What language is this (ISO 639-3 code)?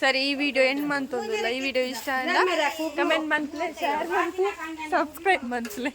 tcy